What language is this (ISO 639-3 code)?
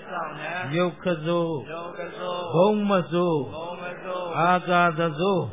mya